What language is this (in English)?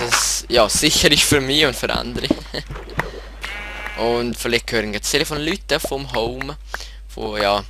Swiss German